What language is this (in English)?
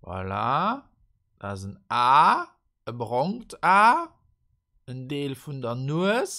Luxembourgish